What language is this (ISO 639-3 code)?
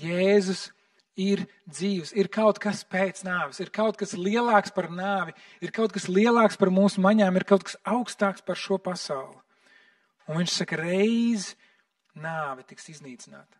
lav